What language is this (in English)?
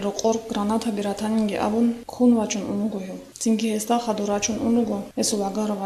Avaric